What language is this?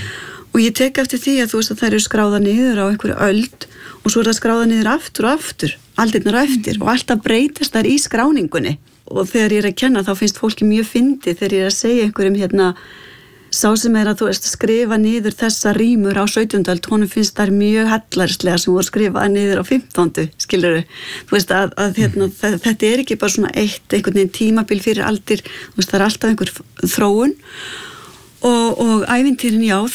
Icelandic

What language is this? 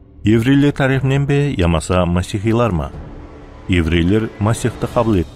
Kara-Kalpak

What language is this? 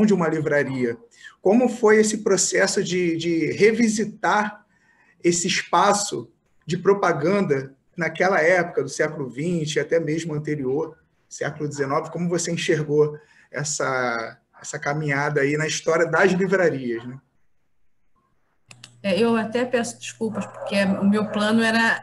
Portuguese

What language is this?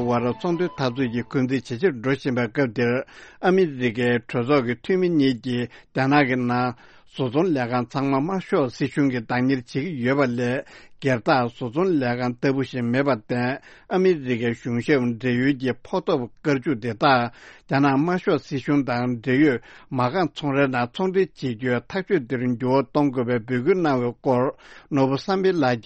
Tibetan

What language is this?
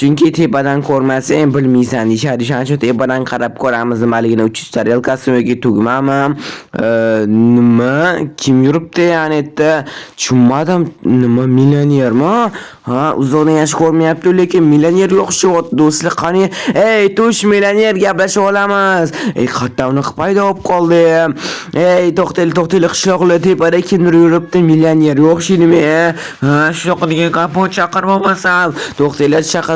Uzbek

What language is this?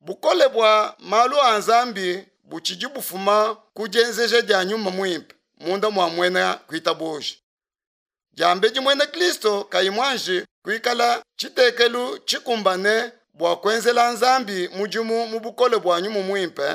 Luba-Lulua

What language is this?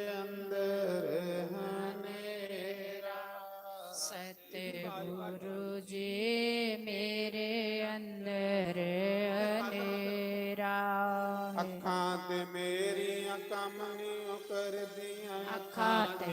Dogri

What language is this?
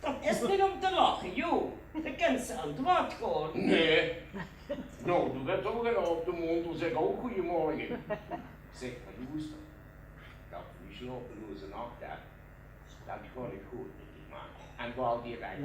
Limburgish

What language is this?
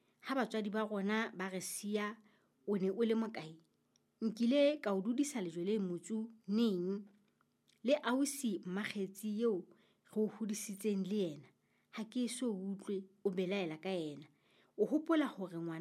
Southern Sotho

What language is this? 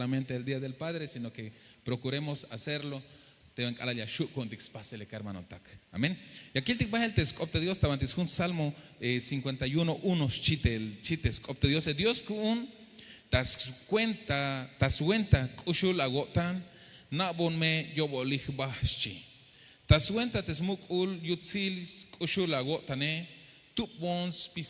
Tzeltal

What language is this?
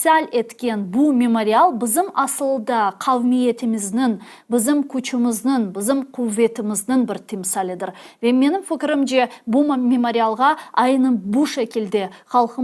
Crimean Tatar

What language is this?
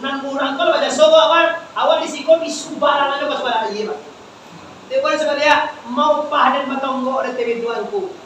Minangkabau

